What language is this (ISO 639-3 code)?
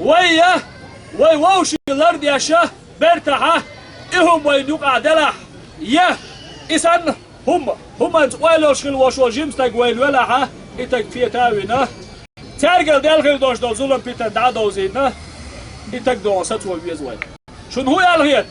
che